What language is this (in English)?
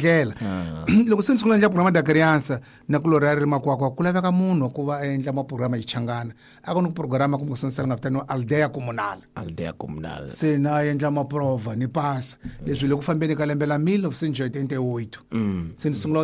Tsonga